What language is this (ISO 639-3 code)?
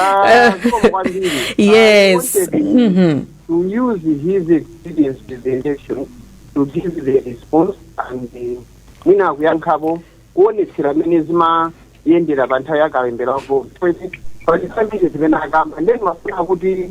nya